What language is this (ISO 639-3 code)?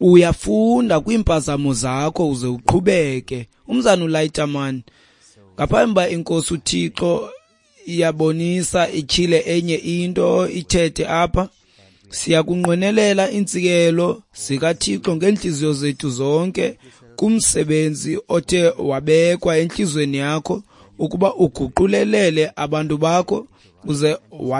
xho